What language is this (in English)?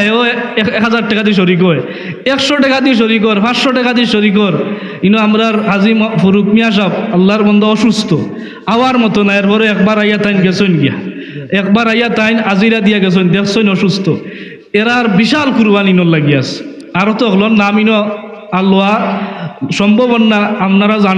Sylheti